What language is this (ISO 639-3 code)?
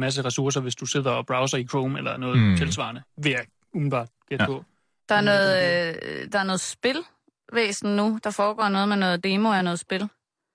dan